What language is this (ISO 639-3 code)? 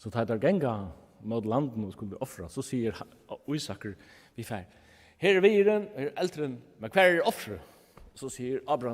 fao